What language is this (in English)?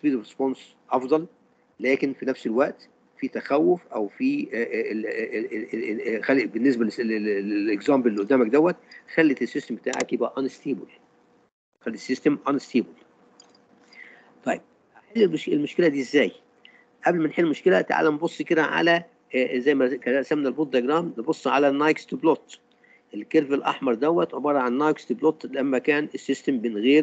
Egyptian Arabic